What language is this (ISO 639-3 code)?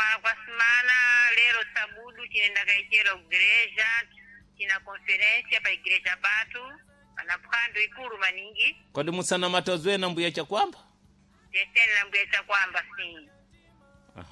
seh